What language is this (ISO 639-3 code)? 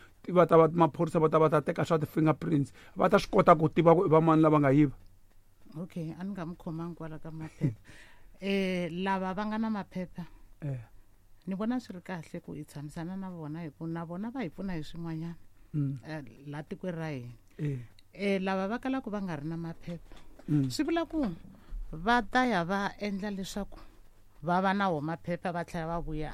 tso